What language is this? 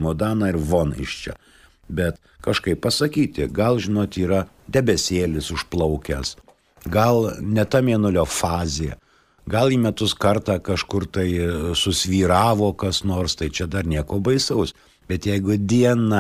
Lithuanian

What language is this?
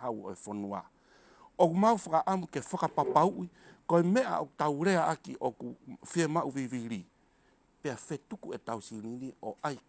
Tongan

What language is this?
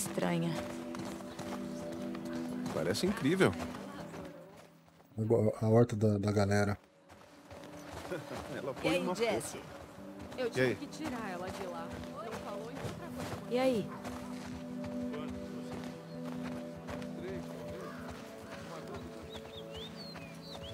Portuguese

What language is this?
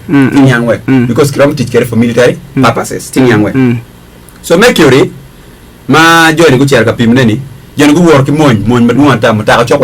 Acoli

